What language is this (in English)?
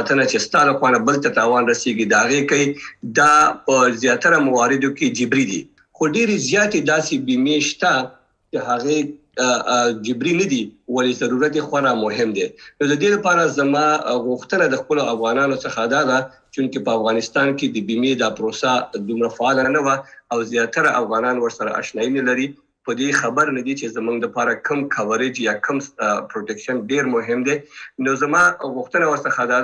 Pashto